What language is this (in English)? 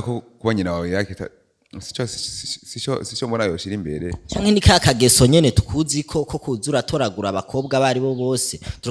Rundi